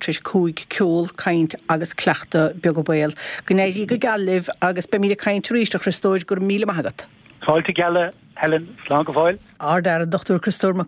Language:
Irish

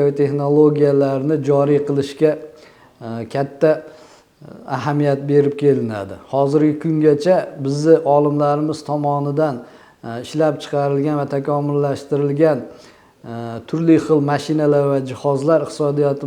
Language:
Uzbek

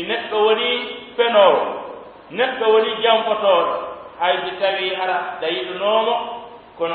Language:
Pular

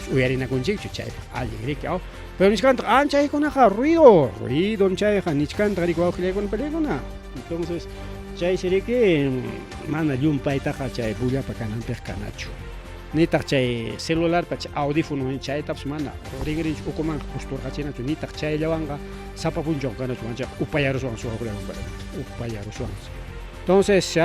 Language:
Ayacucho Quechua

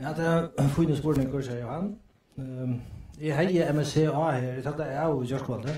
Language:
Faroese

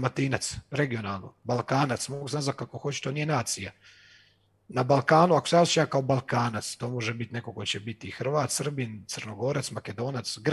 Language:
Croatian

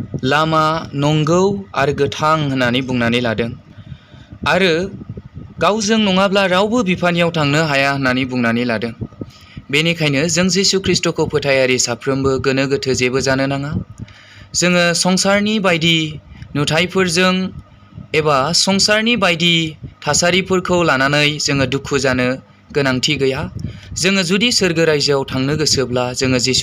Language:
Bodo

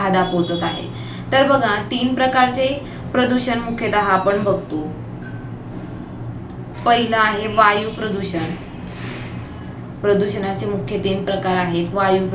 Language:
Marathi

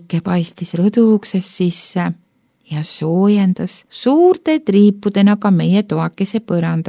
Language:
Estonian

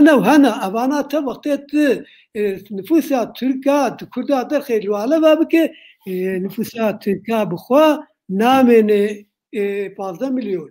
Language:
Kurdish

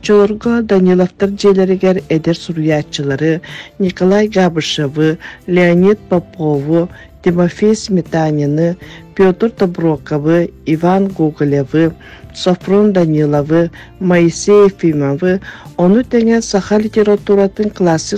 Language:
Yakut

